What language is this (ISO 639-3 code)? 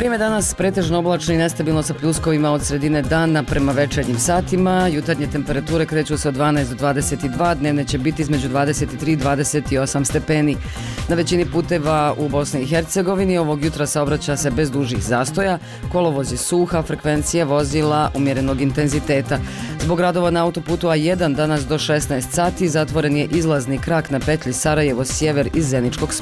bos